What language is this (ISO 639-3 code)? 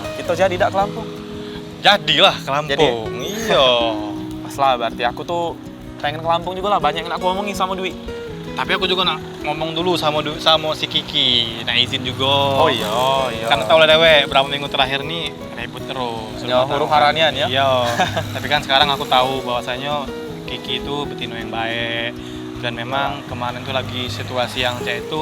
mui